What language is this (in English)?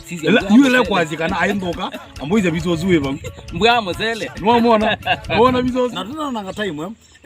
Kamba